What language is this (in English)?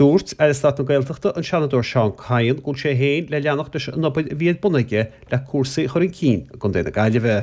Irish